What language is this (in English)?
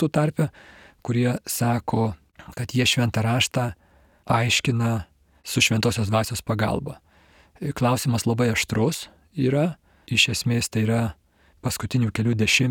Lithuanian